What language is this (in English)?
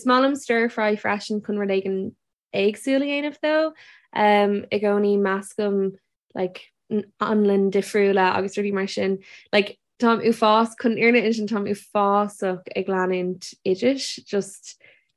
Irish